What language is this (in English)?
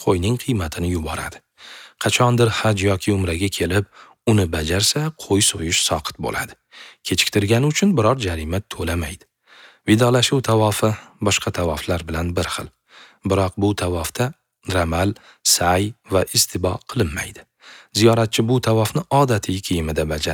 Uzbek